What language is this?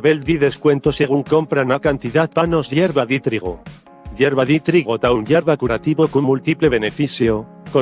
Papiamento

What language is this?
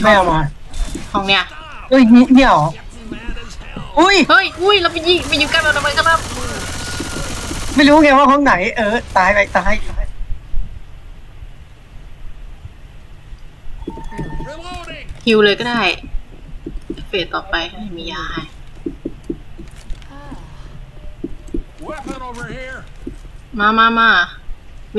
Thai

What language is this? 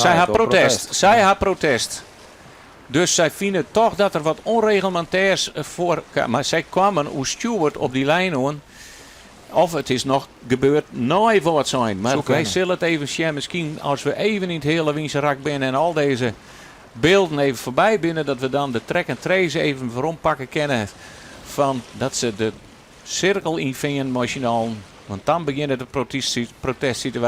Western Frisian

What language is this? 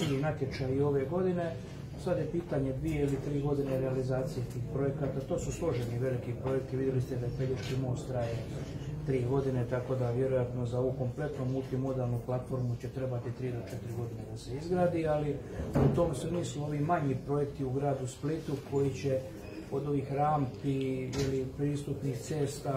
Croatian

